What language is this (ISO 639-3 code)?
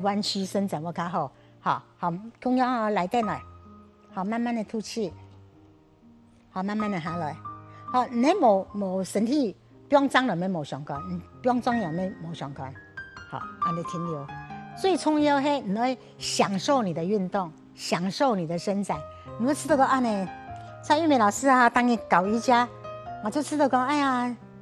hak